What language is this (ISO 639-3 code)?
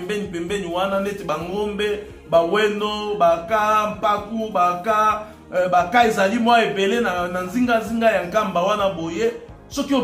lin